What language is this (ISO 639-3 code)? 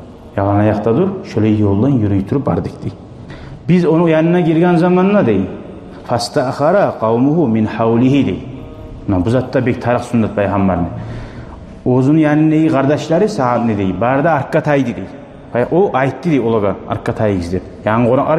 kum